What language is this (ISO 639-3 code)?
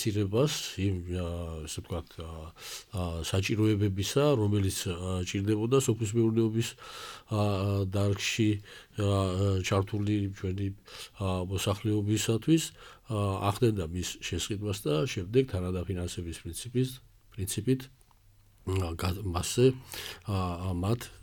kat